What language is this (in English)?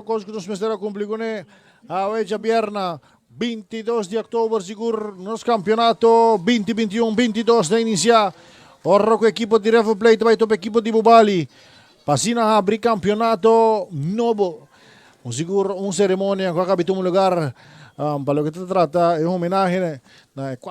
Papiamento